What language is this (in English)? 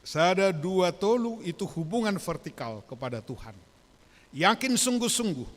Batak Toba